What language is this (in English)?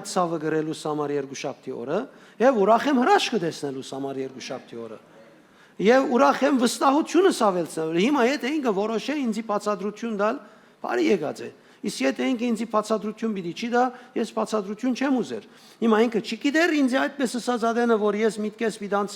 Western Armenian